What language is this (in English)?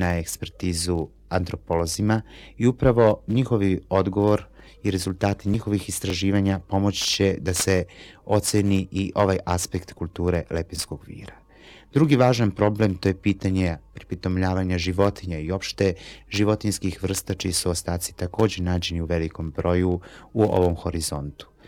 Serbian